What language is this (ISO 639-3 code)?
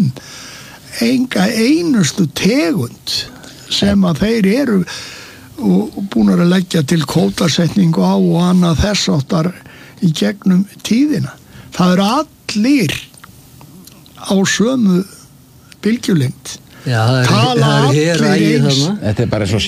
isl